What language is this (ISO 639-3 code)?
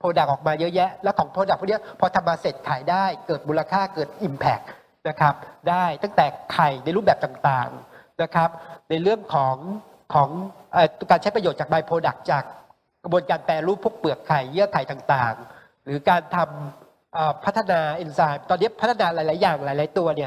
tha